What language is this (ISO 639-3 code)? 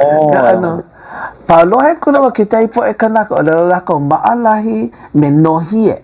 haw